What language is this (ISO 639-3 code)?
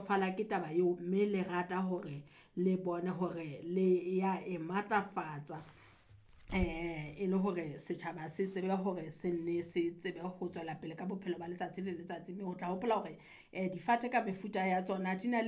sot